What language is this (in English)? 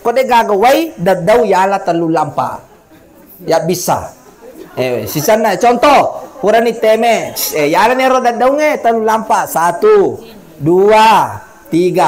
Buginese